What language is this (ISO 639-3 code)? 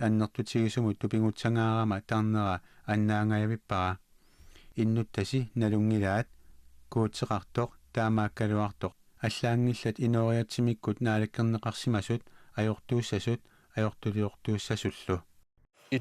kal